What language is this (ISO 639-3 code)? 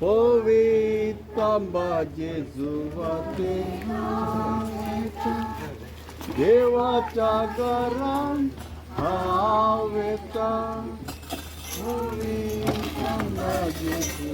kok